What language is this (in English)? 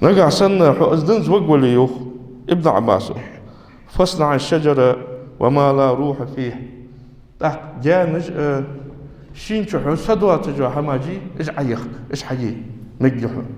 Ingush